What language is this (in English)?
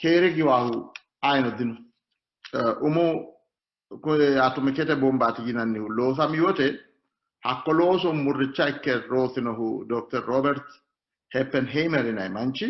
Sidamo